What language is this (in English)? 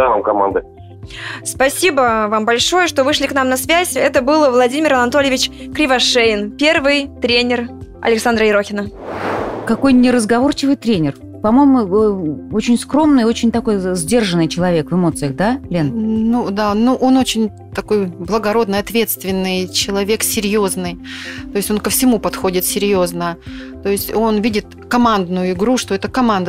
Russian